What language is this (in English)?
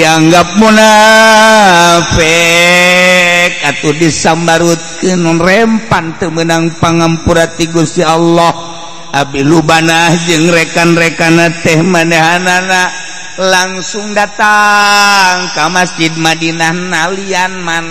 Sundanese